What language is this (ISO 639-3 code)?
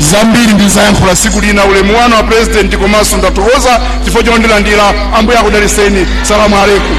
nya